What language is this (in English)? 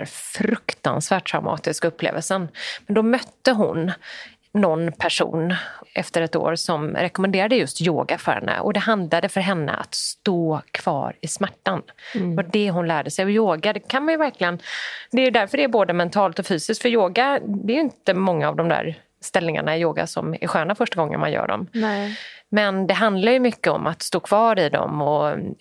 Swedish